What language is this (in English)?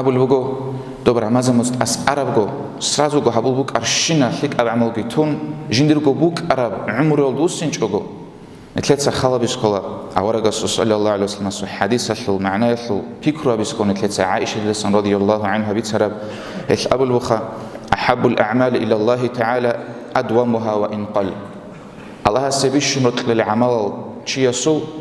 Avaric